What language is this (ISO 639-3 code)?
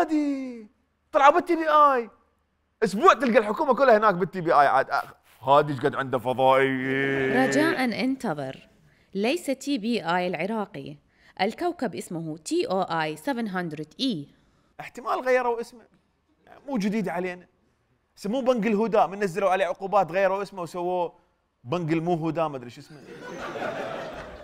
acm